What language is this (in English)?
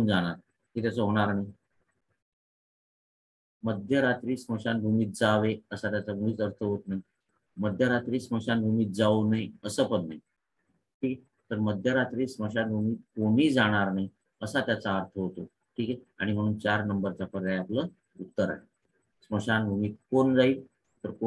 Marathi